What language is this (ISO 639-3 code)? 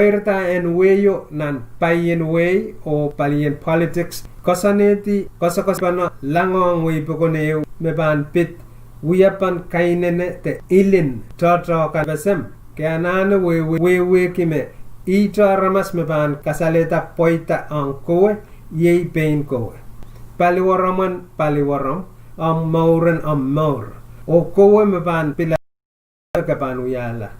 pon